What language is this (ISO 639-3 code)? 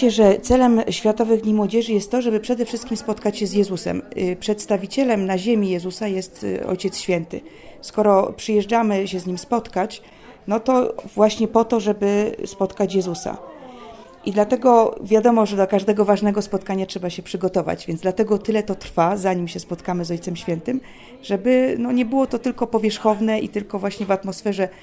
pol